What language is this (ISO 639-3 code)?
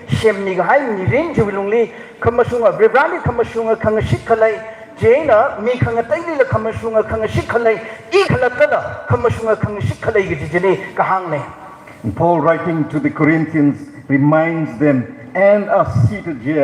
nmf